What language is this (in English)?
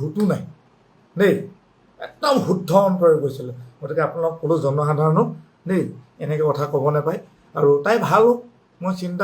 Assamese